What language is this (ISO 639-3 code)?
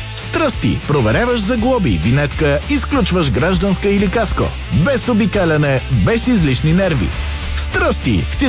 bul